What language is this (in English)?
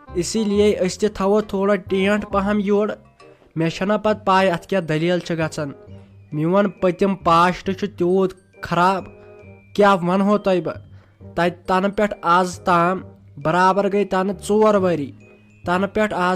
Kashmiri